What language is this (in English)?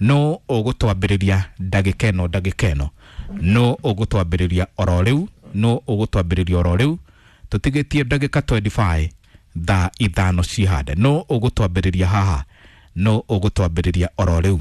Kikuyu